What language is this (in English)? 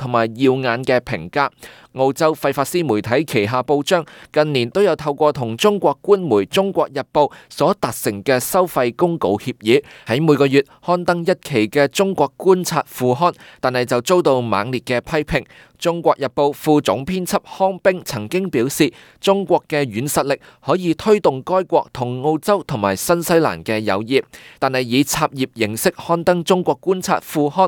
Cantonese